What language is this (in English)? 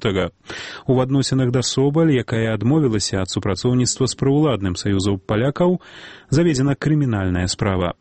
Belarusian